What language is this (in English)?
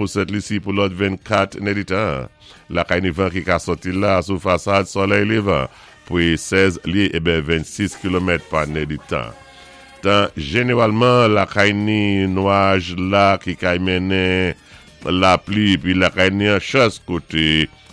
Saint Lucian Creole French